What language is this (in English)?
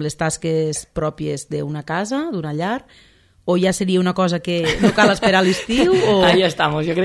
Catalan